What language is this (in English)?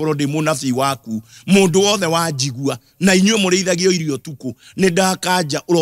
Kikuyu